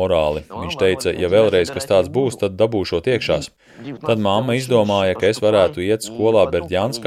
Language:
Latvian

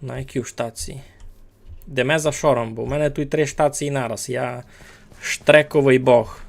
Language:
Rusyn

